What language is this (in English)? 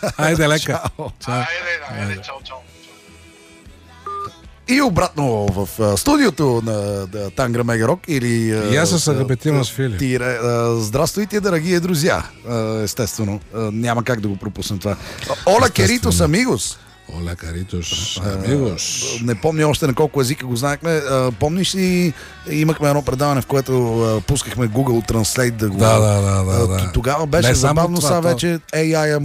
Bulgarian